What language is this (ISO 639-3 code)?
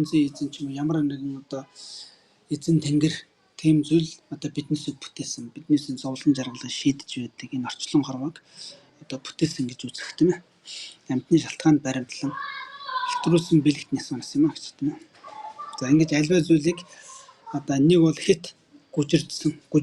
mon